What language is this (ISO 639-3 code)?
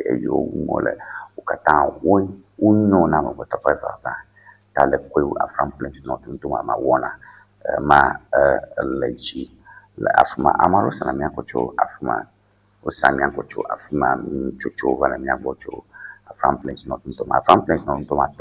ewe